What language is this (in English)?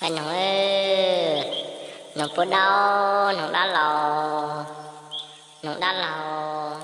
Hmong